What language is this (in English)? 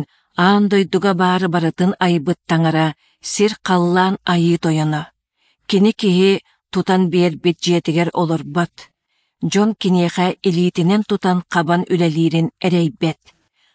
Yakut